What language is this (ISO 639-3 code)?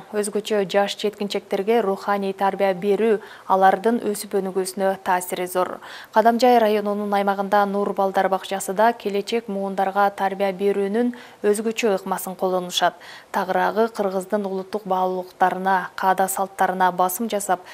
kir